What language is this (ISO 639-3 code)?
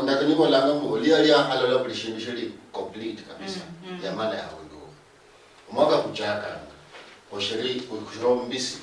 luy